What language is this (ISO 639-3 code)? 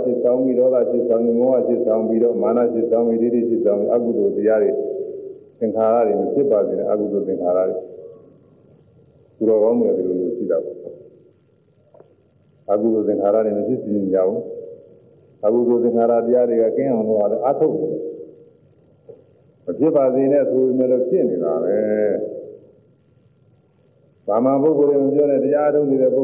mya